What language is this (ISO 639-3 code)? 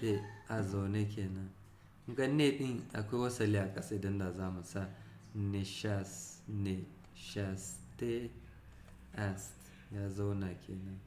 hau